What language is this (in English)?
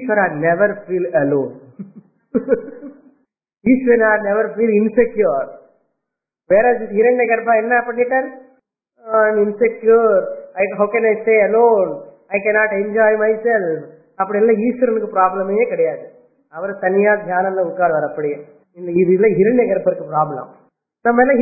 Tamil